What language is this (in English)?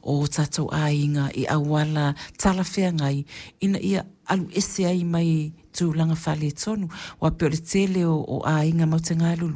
Samoan